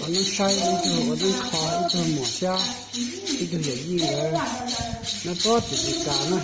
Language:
Hmong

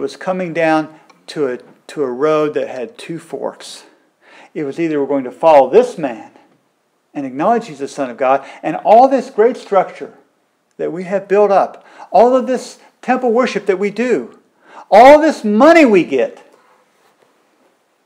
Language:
English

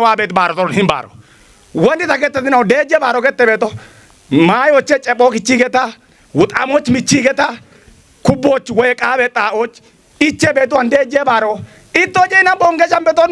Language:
Kafa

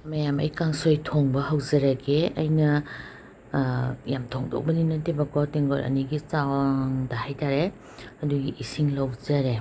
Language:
Manipuri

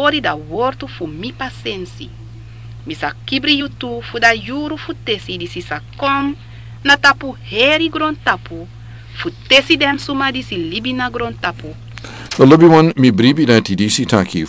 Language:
Sranan Tongo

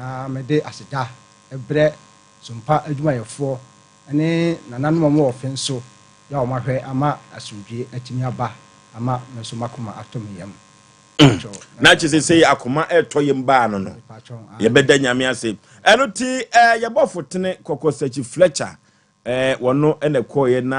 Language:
Akan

